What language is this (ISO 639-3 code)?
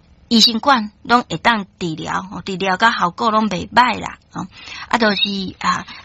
nan